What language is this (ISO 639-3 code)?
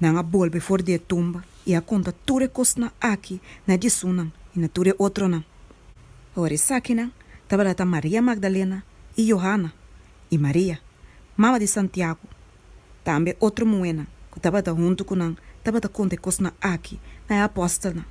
pap